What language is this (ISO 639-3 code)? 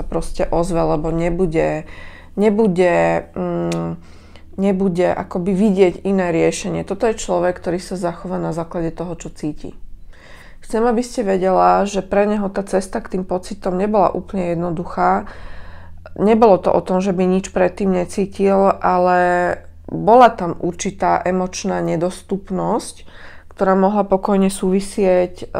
slk